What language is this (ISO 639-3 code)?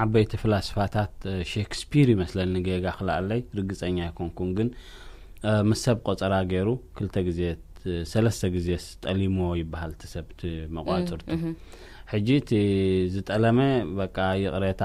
tir